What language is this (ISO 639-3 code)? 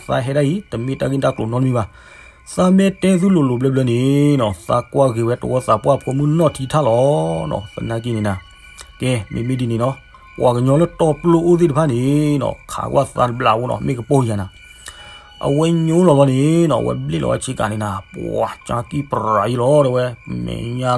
ksw